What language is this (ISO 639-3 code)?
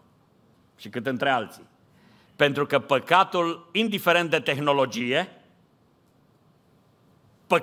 ron